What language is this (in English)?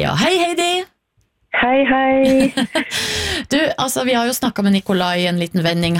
Norwegian